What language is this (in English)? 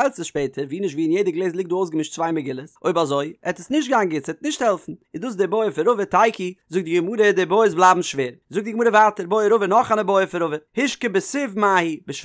Yiddish